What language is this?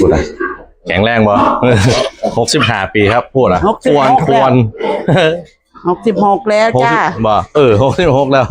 Northeastern Thai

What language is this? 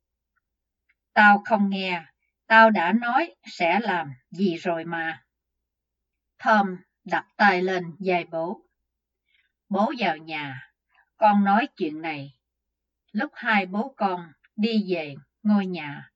Vietnamese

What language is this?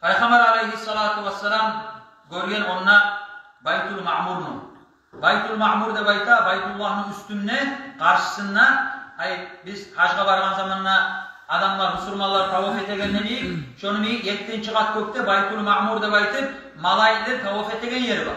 Kumyk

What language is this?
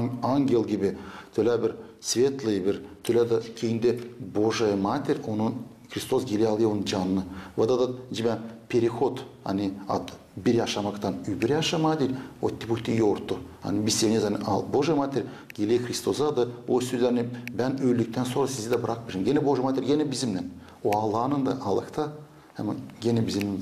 Gagauz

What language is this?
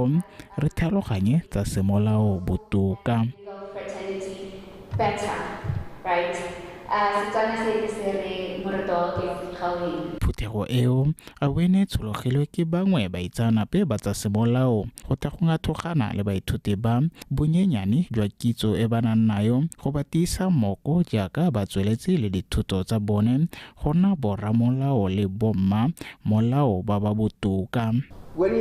Tswana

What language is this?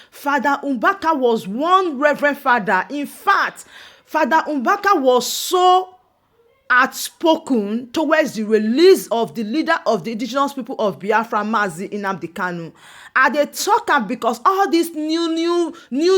Nigerian Pidgin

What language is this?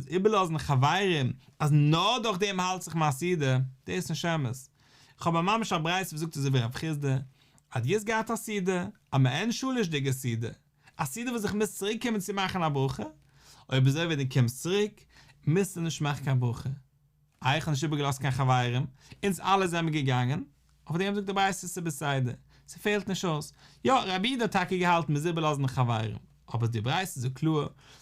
Yiddish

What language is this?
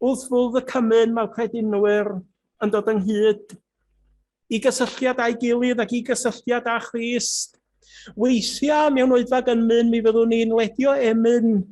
Welsh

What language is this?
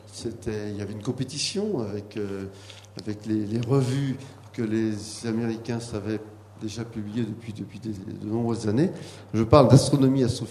French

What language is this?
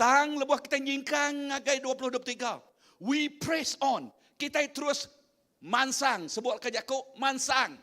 Iban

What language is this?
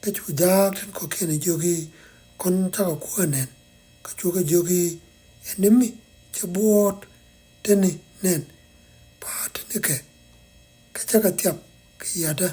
Nuer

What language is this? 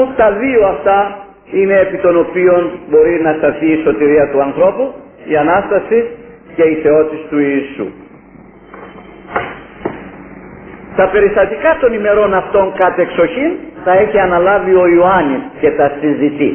Greek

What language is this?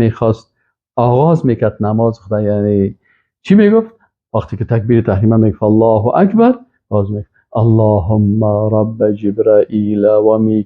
Persian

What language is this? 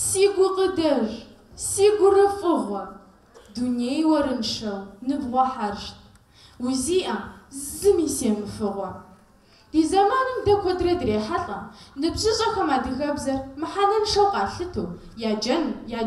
Kabardian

